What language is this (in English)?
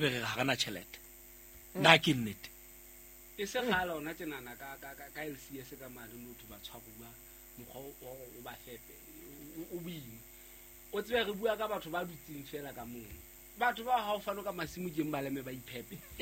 Southern Sotho